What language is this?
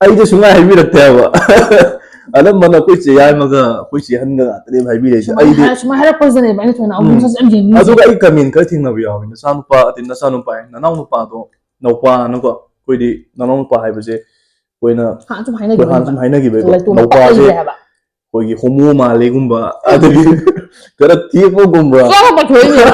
Manipuri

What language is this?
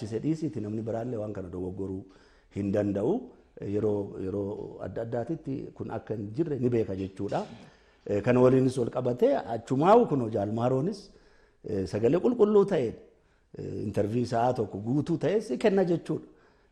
Oromo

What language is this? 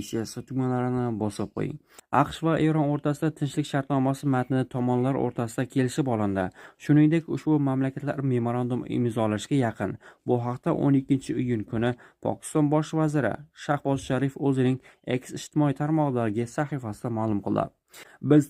Uzbek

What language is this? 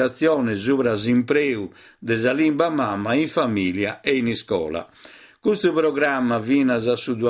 Sardinian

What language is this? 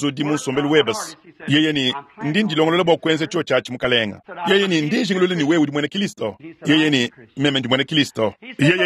Luba-Lulua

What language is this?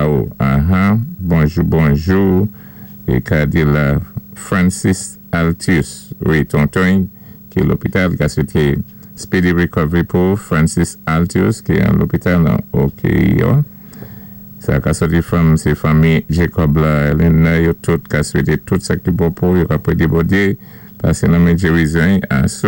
Saint Lucian Creole French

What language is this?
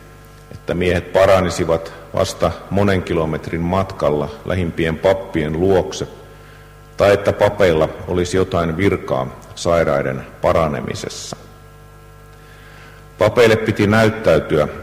Finnish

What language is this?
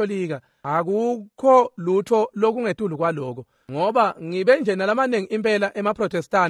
Swati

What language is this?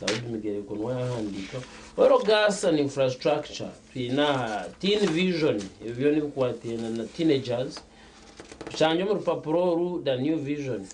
Nyankole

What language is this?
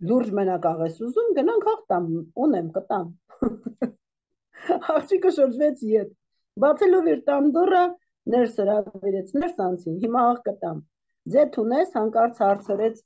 Armenian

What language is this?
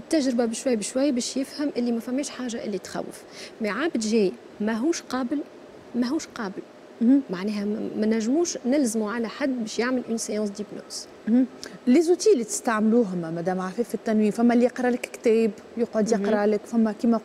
Tunisian Arabic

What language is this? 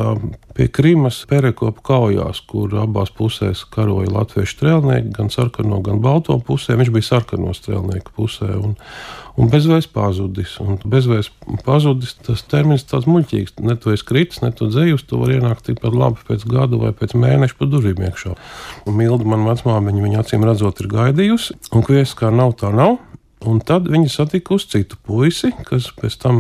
Latvian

